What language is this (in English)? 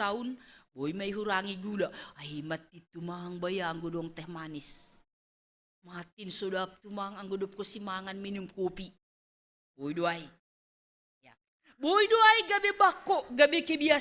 Batak Simalungun